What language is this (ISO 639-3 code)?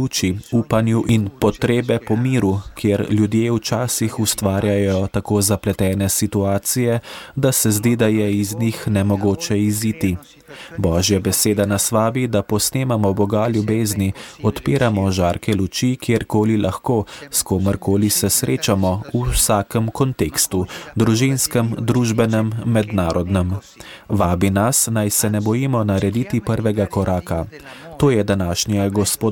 slv